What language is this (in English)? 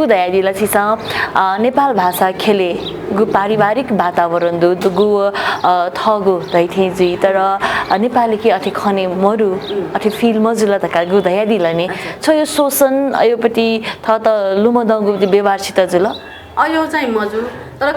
Newari